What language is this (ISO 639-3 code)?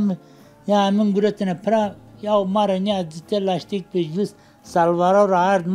zza